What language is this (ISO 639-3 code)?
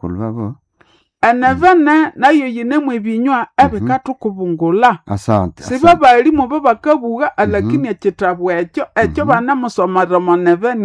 nnb